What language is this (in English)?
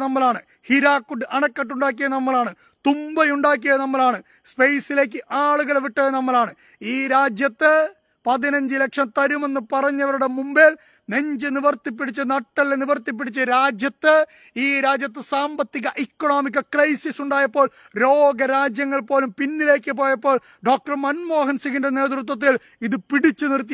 Malayalam